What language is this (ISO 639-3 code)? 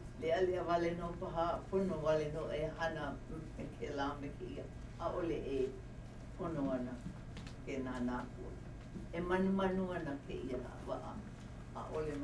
haw